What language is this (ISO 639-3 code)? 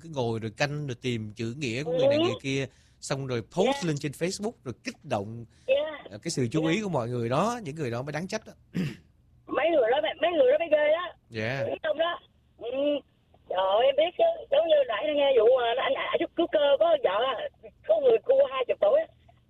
vie